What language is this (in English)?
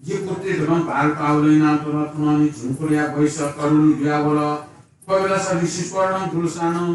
Newari